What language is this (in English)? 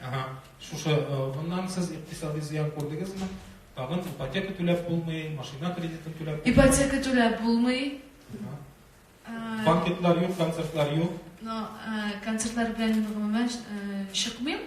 Tatar